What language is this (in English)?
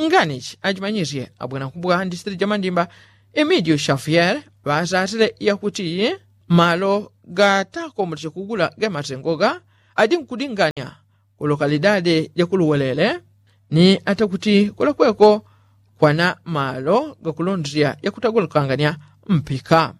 Yao